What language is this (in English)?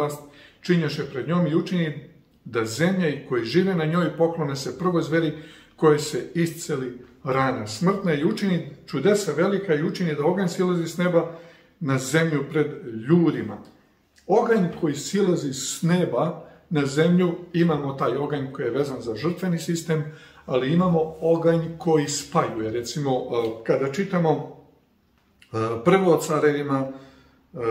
Serbian